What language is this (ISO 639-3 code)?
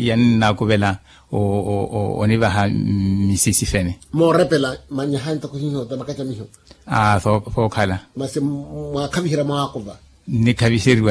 vmw